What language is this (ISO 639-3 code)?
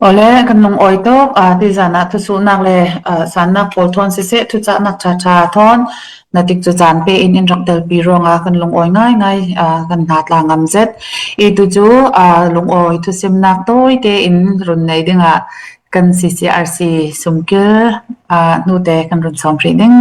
cfm